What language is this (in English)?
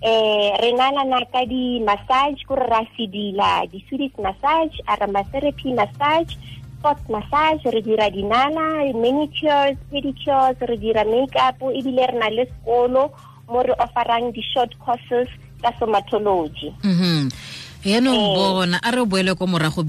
Tswana